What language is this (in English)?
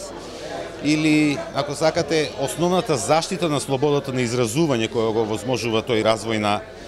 Macedonian